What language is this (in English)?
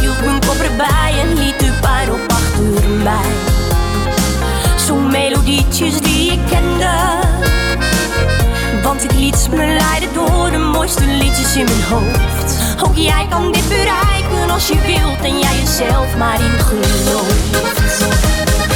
Dutch